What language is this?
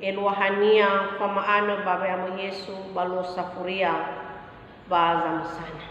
Nias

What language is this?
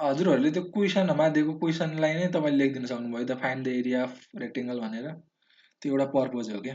Nepali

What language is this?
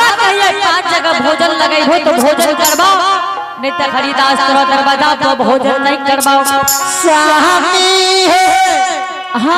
Angika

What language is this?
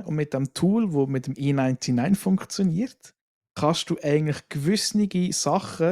Swiss German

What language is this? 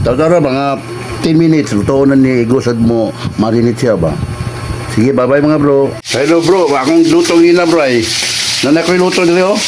Cebuano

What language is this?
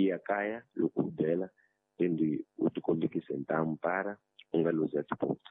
Tsonga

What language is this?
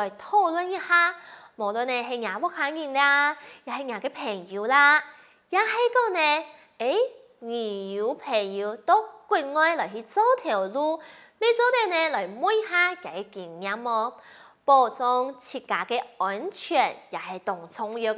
Hakka Chinese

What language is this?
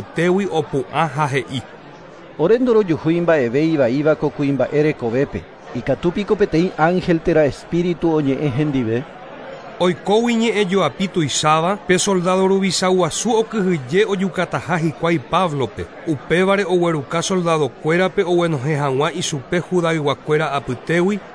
Guarani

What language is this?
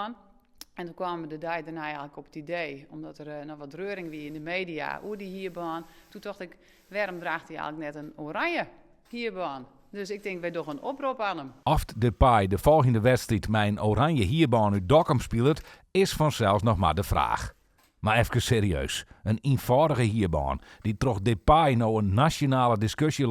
Western Frisian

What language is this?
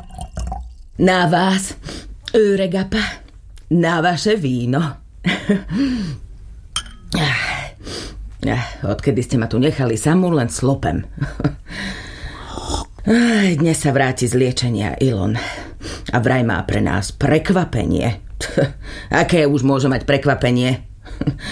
Slovak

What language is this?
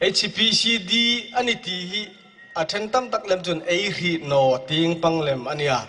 Hmar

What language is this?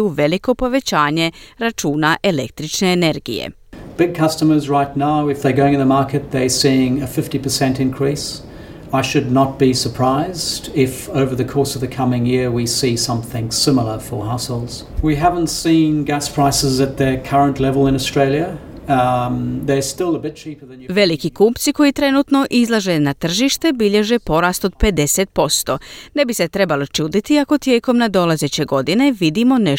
Croatian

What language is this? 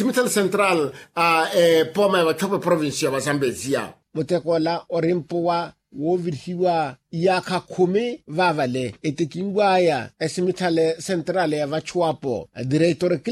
Makhuwa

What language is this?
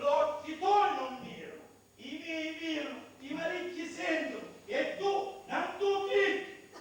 Sicilian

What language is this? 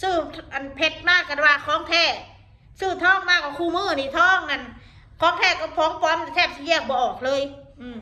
Northeastern Thai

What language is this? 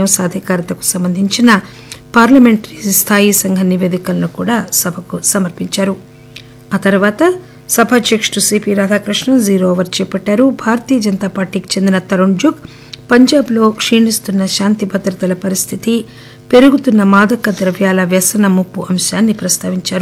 Telugu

